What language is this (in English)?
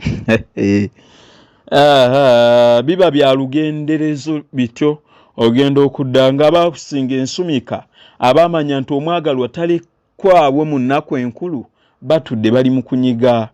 Ganda